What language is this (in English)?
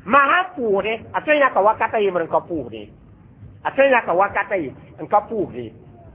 Mossi